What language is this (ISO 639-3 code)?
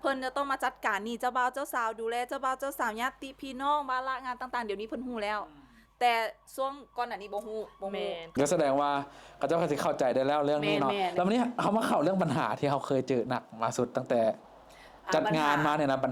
lao